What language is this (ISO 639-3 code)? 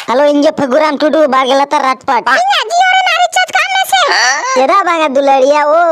sat